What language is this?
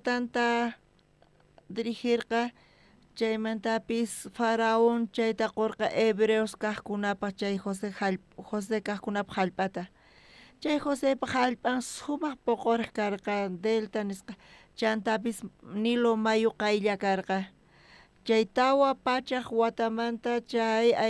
South Bolivian Quechua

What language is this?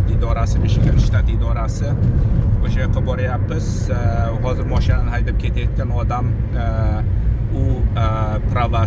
Uzbek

